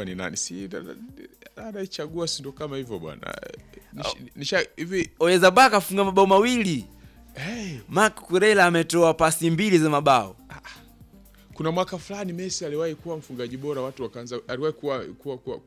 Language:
Swahili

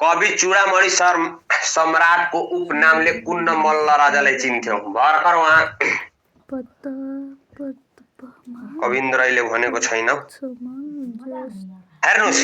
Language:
Nepali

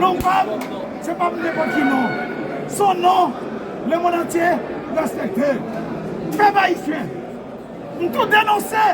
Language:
Haitian Creole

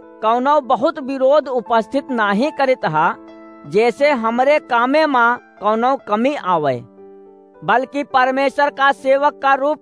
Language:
Awadhi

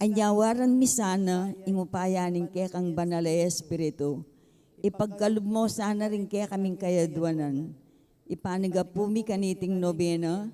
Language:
Pampanga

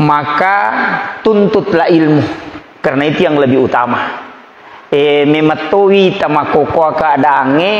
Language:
Buginese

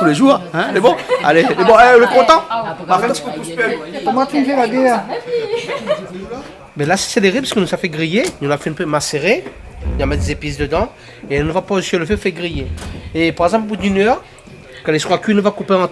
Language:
Réunion Creole French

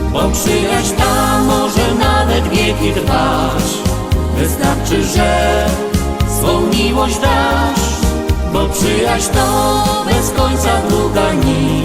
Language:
Silesian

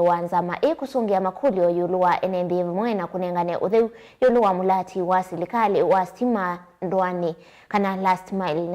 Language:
Kamba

